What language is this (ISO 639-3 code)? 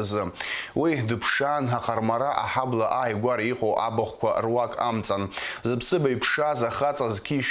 abk